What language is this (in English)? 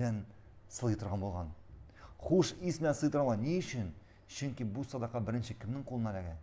Tatar